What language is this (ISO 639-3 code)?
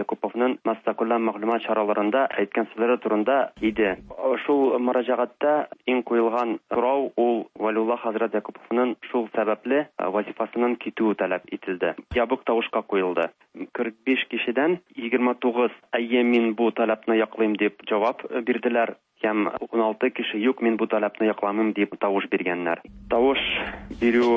tat